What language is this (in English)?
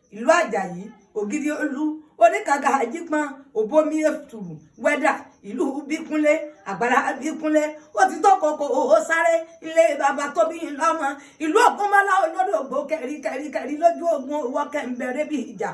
Yoruba